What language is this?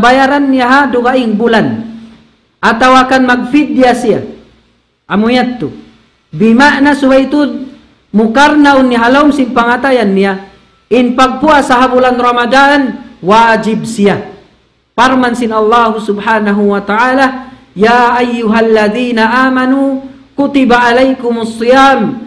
Tausug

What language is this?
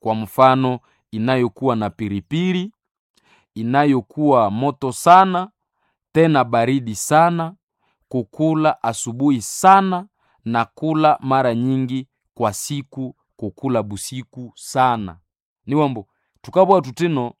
Nande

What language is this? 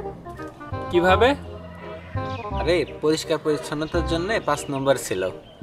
Bangla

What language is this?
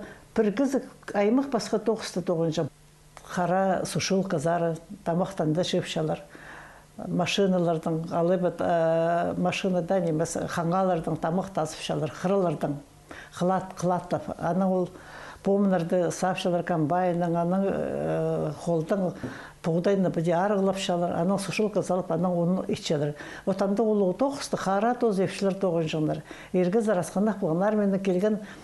Khakas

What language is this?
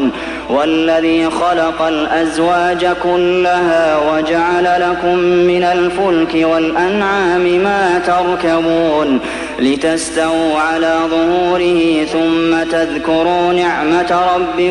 Arabic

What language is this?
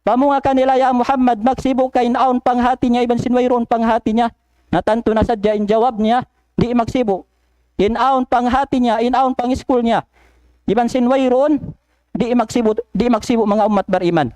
Tausug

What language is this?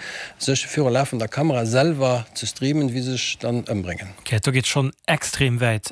Luxembourgish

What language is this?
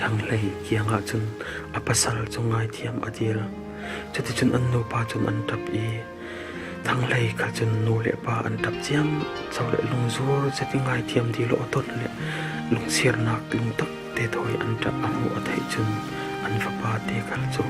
Falam Chin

